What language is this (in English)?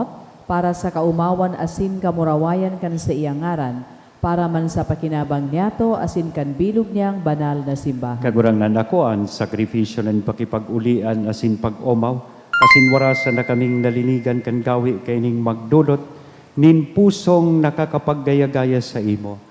Bikol